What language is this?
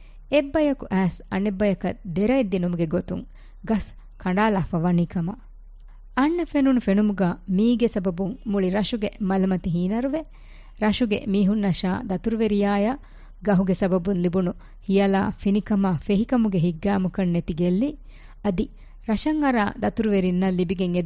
Divehi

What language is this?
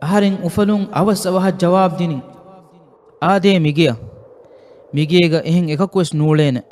Divehi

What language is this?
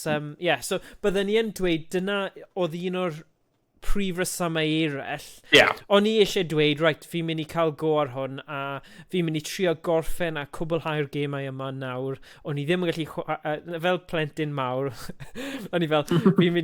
Welsh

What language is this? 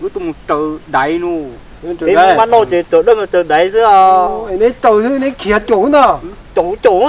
Hmong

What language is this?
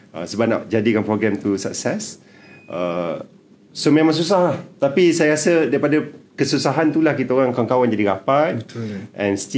Malay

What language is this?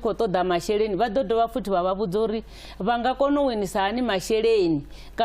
Venda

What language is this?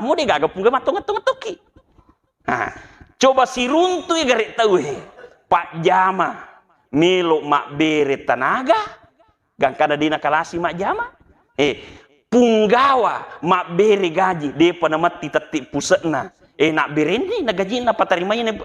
Buginese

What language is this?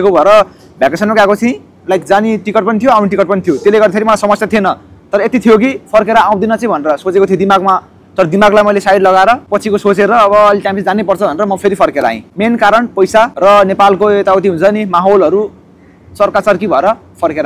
Nepali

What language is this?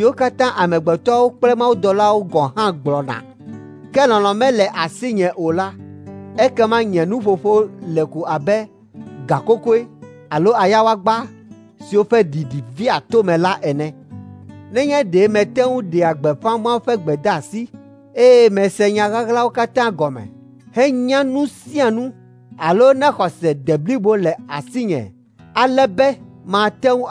Ewe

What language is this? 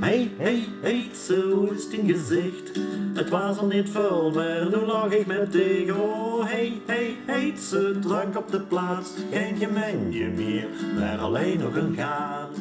Limburgish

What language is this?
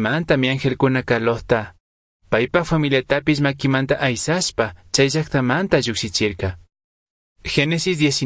Chimborazo Highland Quichua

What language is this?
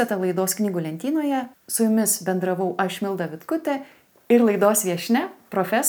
Lithuanian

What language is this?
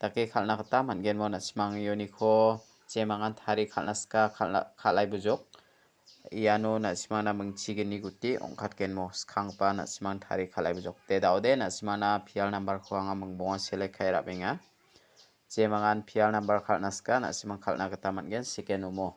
Garo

